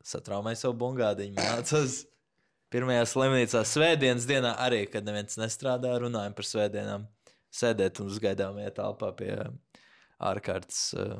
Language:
Latvian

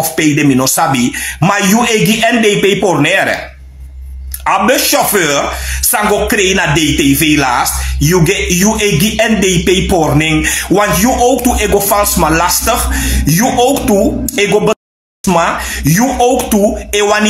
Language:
Sranan Tongo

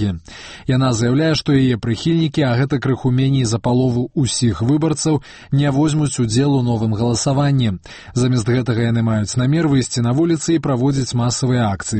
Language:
Belarusian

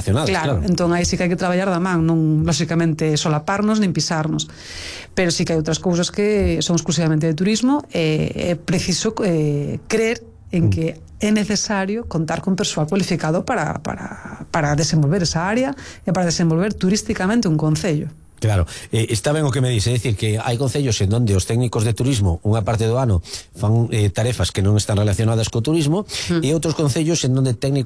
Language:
Galician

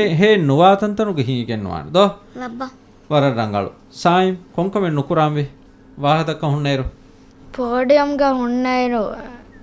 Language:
Divehi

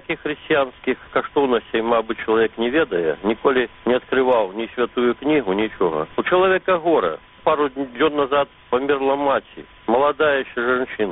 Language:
Belarusian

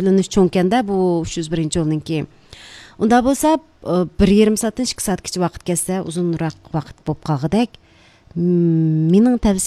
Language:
Uyghur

